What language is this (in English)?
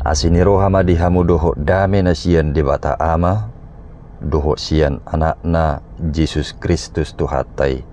Batak Toba